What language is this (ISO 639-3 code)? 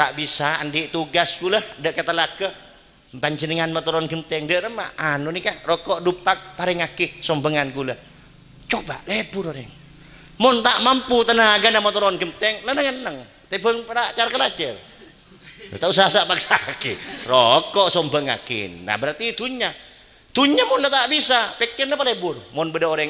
mad